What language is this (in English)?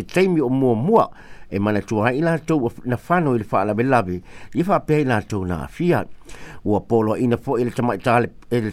Samoan